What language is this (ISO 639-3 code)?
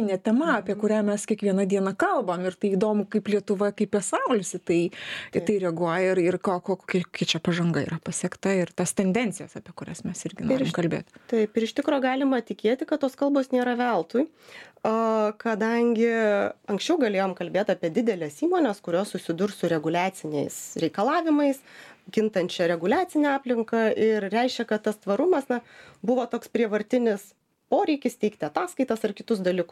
lit